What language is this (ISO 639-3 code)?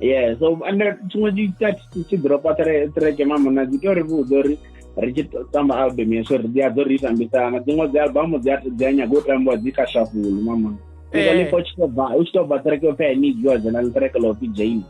ven